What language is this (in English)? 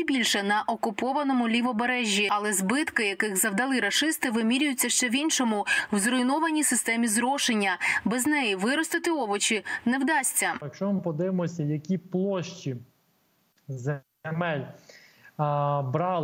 Ukrainian